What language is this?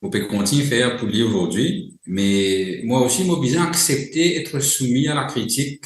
Morisyen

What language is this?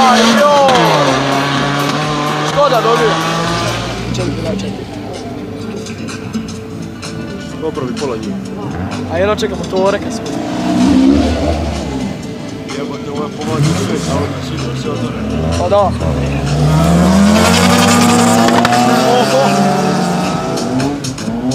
Croatian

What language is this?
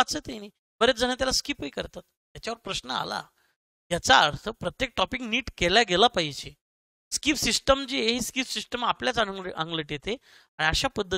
Marathi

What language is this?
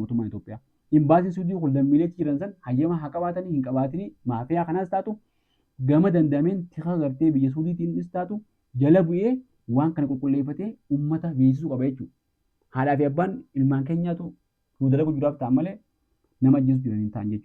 Oromo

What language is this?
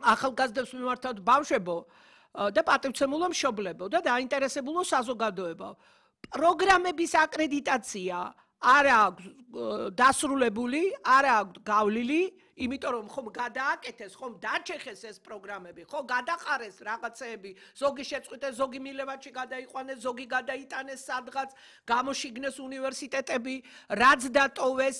Georgian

